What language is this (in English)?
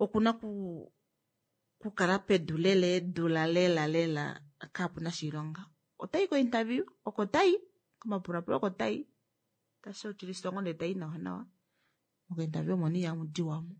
Kuanyama